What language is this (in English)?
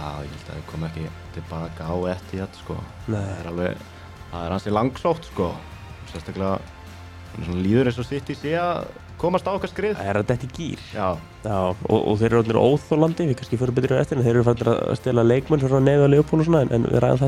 Icelandic